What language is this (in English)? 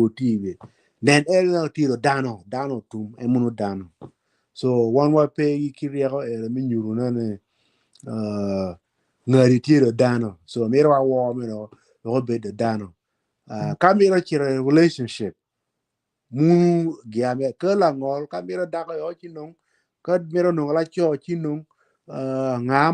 Acoli